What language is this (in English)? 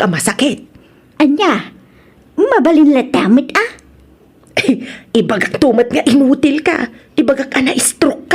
Iloko